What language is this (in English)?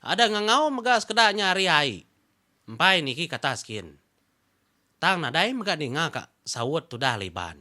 Iban